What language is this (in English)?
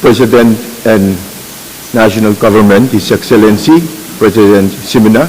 Pohnpeian